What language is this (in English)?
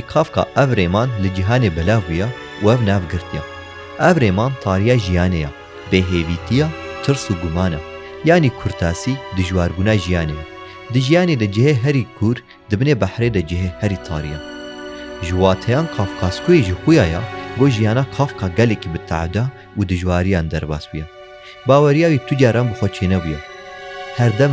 Kurdish